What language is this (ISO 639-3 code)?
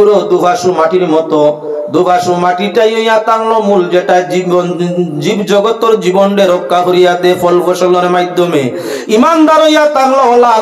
syl